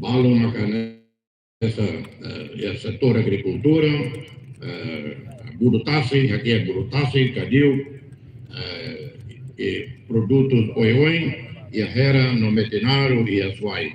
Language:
Tetum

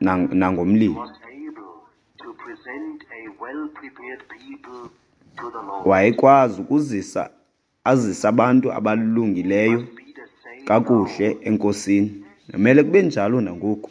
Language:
Xhosa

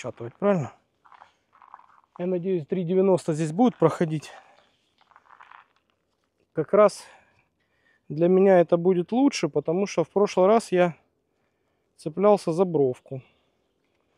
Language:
Russian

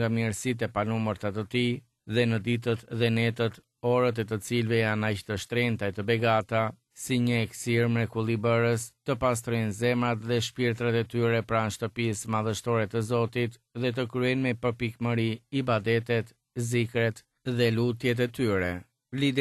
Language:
Albanian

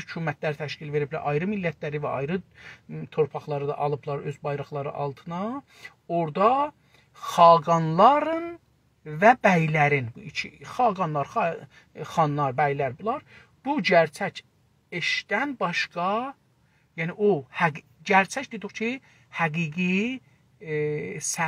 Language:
South Azerbaijani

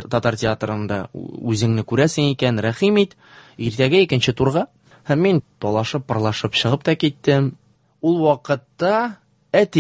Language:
Tatar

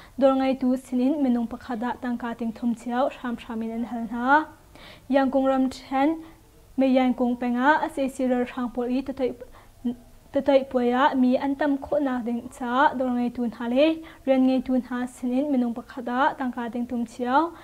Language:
Hakha Chin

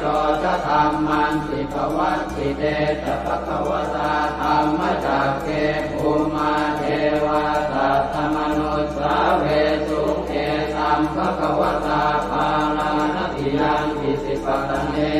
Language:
Pali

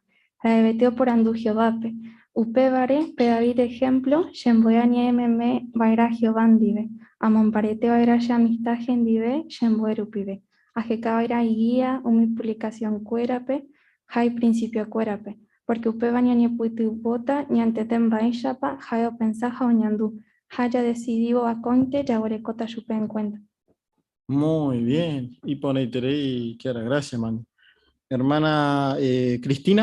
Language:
Guarani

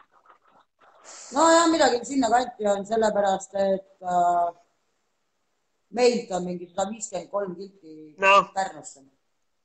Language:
Estonian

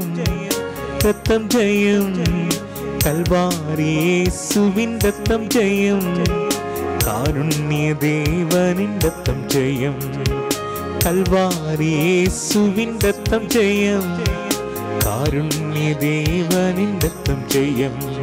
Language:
Tamil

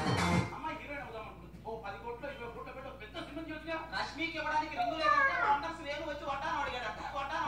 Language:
Telugu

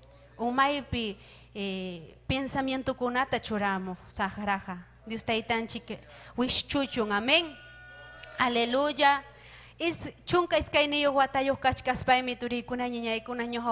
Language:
Ayacucho Quechua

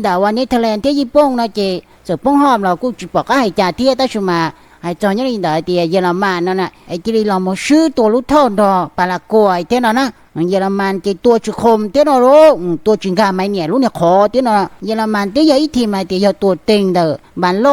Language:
Hmong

